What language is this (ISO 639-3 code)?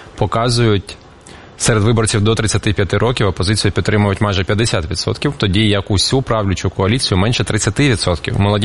ukr